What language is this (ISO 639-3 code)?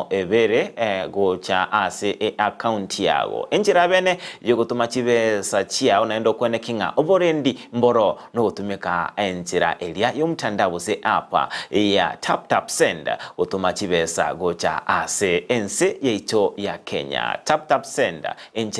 guz